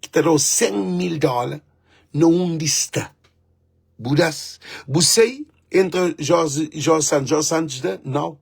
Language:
Kabuverdianu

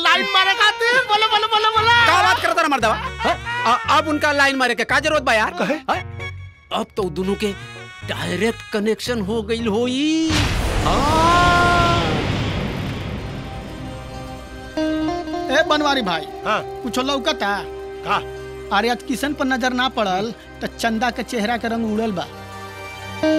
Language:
Bhojpuri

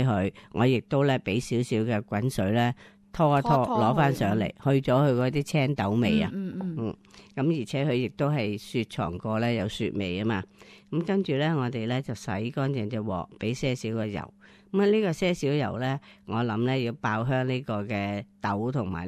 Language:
Cantonese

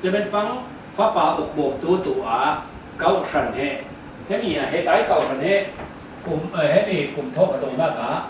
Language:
Falam Chin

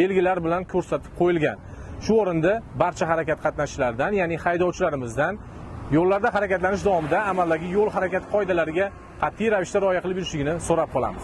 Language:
Uzbek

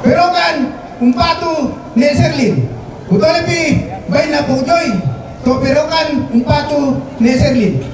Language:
Toraja-Sa'dan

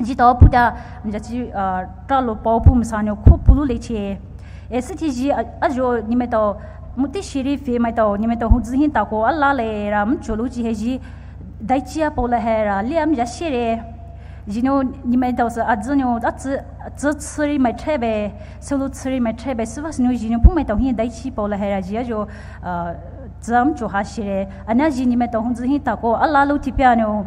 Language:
Poumei Naga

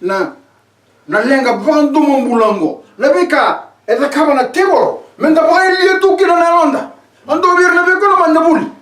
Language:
Fijian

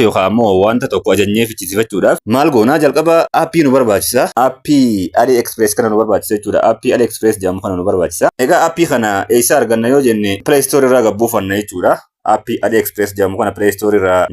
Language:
Oromo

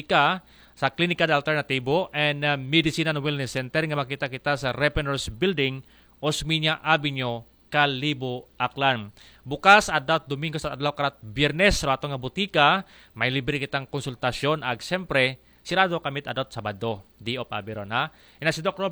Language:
Aklanon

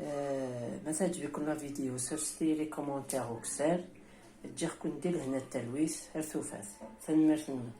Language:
Kabyle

